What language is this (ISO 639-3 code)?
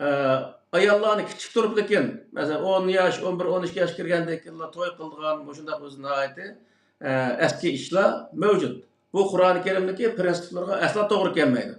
uig